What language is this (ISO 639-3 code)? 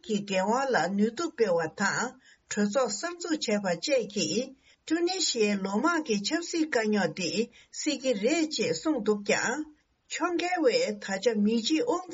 bod